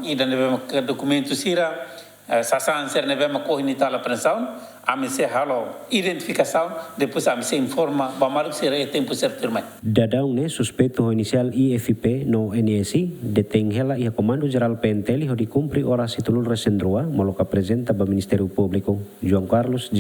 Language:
Tetum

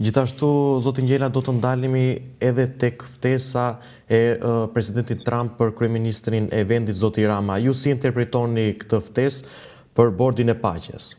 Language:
Albanian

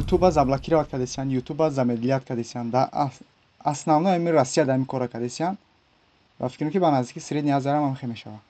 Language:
Tajik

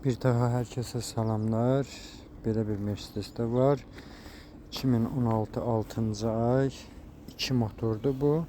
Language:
Azerbaijani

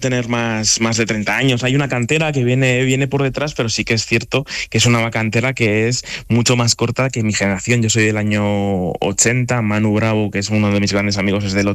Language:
Spanish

